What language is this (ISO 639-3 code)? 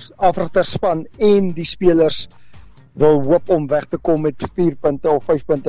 afr